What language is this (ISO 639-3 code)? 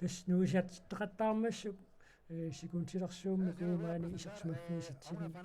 kal